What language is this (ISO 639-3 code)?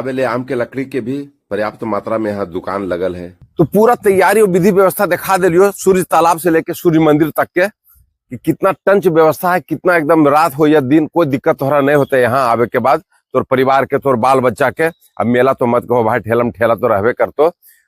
mag